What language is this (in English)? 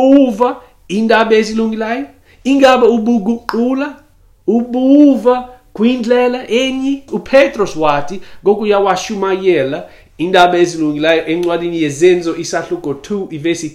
Xhosa